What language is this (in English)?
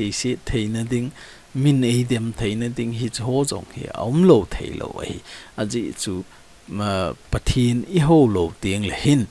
Thado Chin